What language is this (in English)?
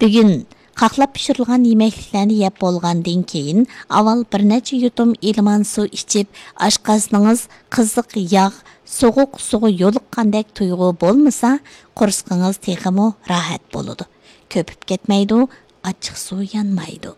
Uyghur